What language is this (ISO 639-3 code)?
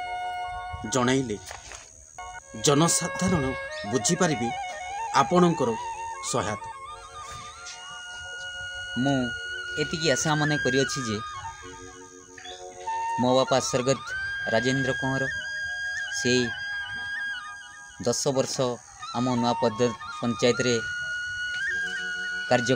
ori